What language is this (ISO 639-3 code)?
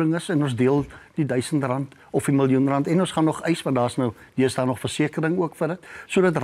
afr